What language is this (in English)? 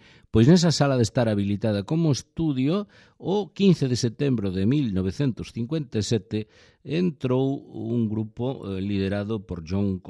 Galician